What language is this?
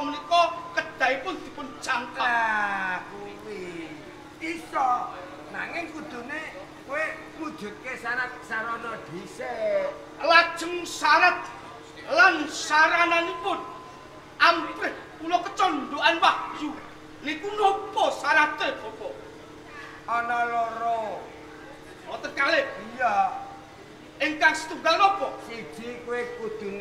Javanese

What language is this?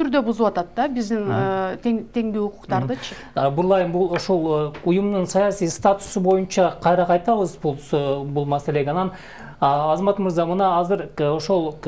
Kyrgyz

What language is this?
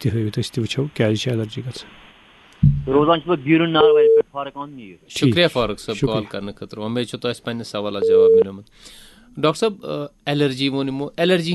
Kashmiri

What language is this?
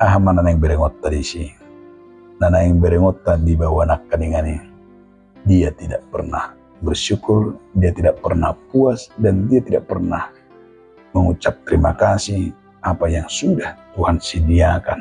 Batak Toba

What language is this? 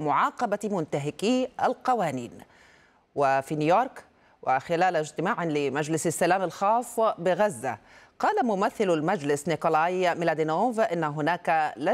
Arabic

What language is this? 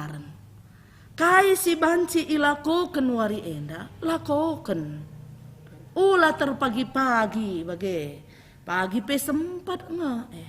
Batak Karo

